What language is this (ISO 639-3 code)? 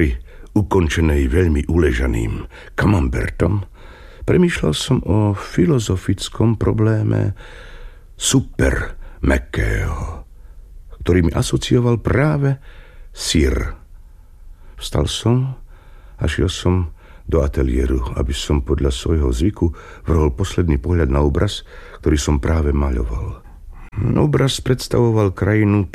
slk